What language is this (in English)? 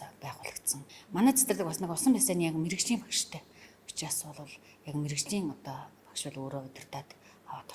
Mongolian